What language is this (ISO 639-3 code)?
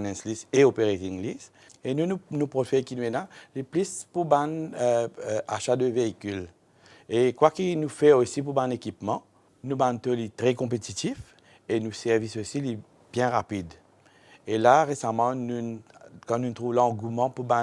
mfe